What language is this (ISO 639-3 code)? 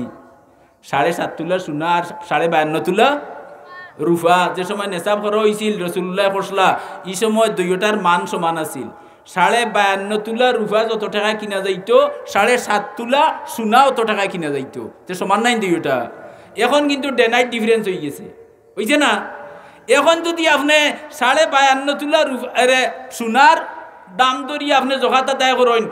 syl